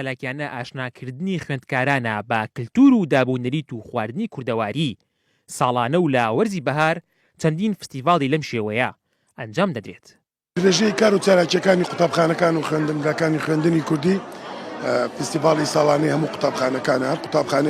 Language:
Central Kurdish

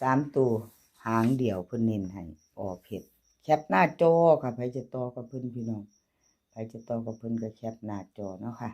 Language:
Northeastern Thai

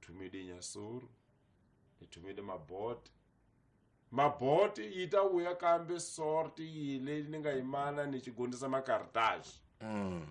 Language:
Tsonga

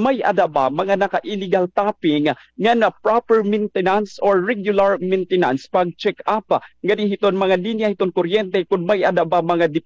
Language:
Waray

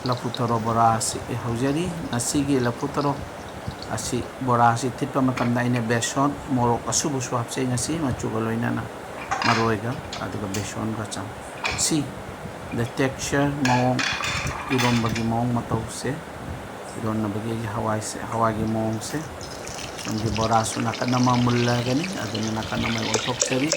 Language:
Manipuri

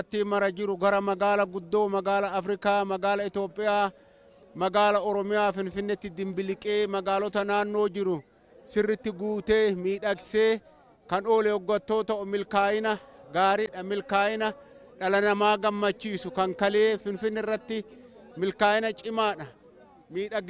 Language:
Oromo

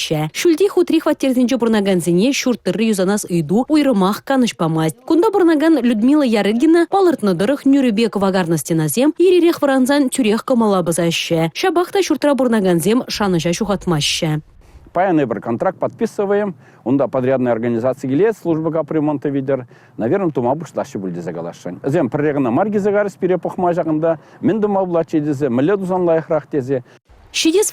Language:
Chuvash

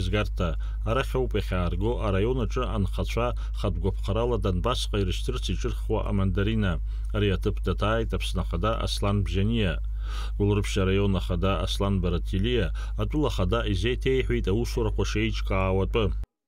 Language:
Abkhazian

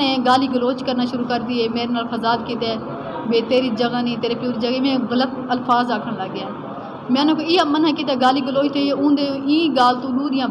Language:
Saraiki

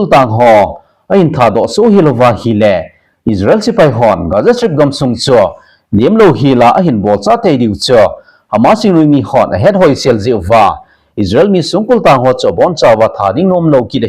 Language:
Thado Chin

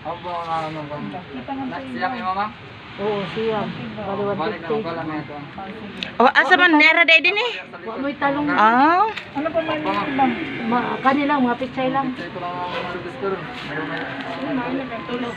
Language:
Cebuano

